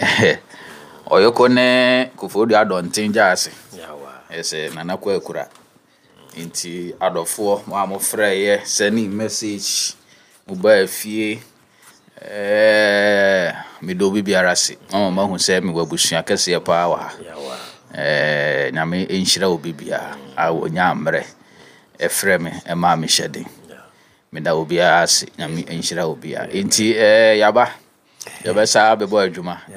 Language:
Akan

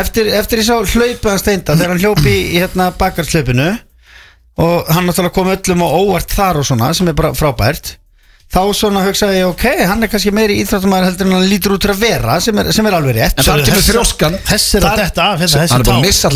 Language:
Icelandic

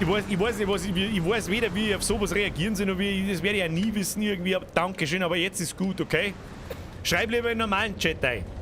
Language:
Bavarian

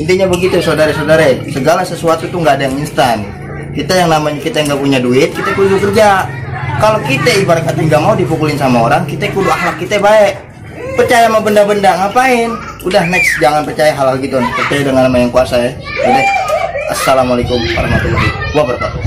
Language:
Betawi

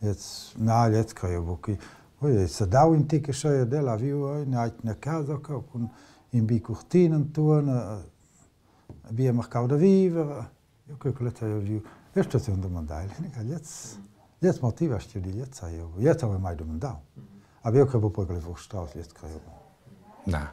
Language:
Romansh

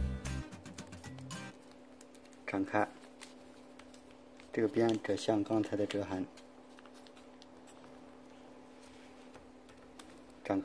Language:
Chinese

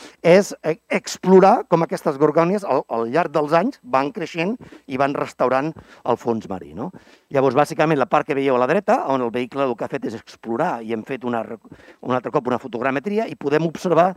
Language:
Catalan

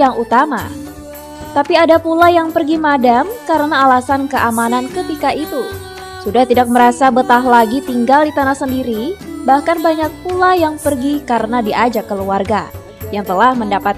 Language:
Banjar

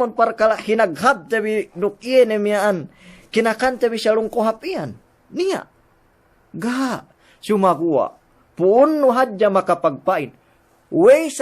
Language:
Yakan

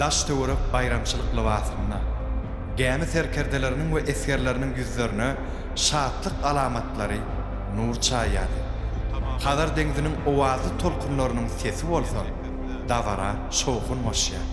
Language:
Turkmen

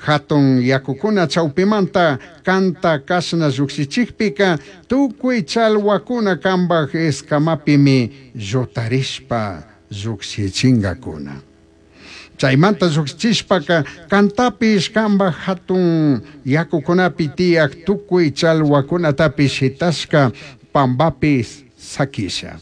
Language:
Chimborazo Highland Quichua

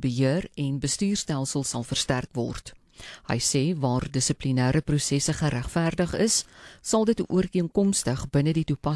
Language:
Afrikaans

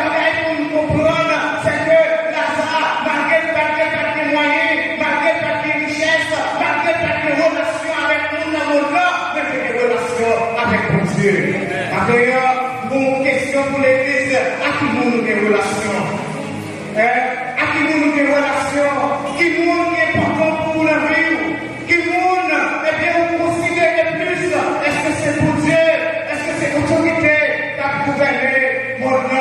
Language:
Haitian Creole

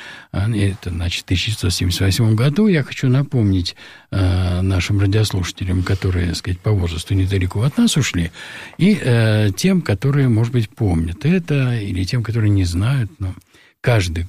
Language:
Russian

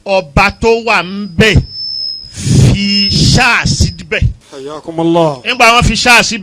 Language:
Yoruba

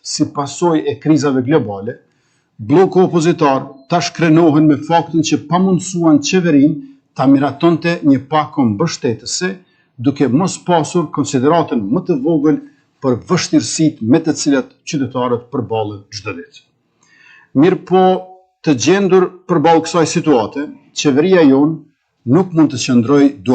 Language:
Albanian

